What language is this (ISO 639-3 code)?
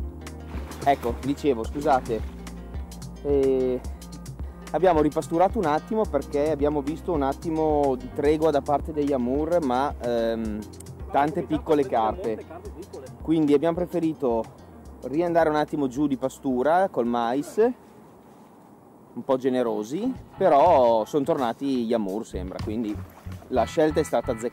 ita